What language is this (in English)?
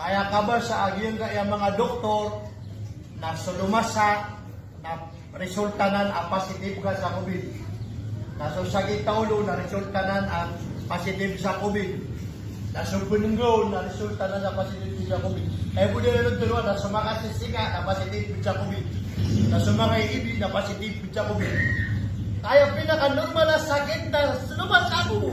Maranao